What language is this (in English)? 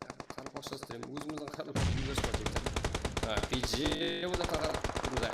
Kara-Kalpak